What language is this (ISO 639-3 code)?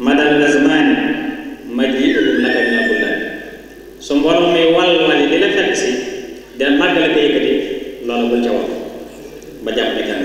wol